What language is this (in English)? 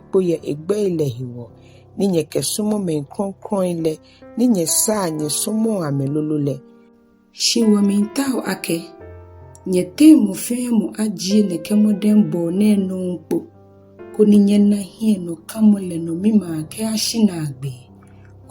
Ga